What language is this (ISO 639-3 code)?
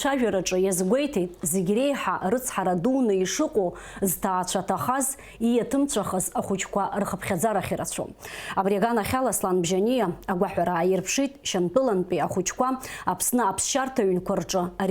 abk